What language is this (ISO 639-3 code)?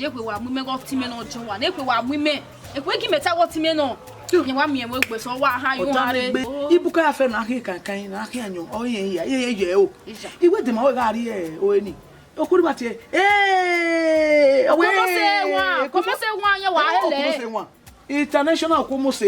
bin